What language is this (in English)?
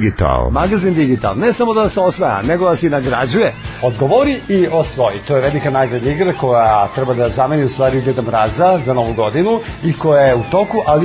Serbian